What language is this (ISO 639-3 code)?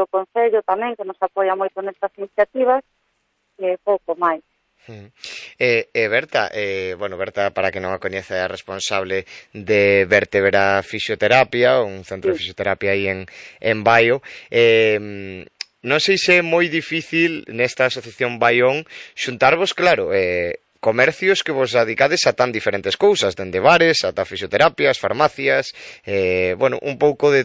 glg